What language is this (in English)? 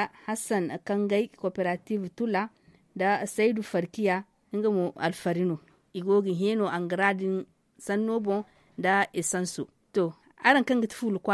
Zarma